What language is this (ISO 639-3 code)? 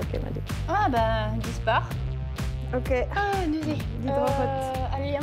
bre